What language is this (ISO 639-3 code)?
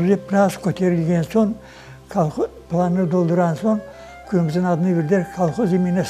crh